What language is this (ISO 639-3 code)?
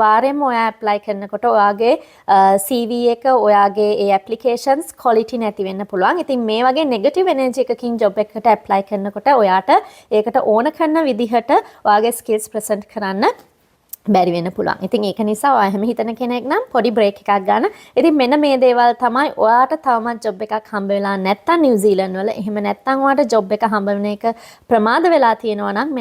sin